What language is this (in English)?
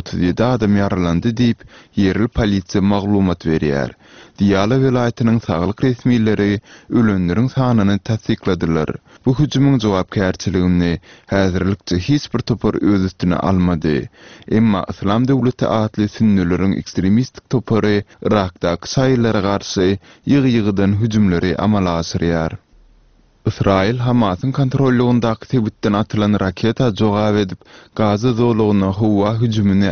Turkmen